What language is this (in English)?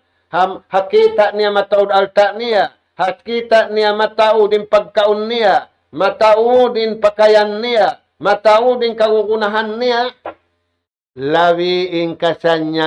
Tausug